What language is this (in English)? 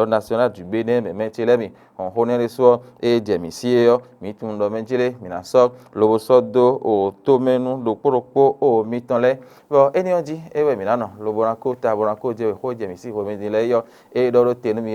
Fon